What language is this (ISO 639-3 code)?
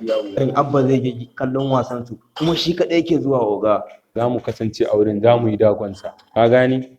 hau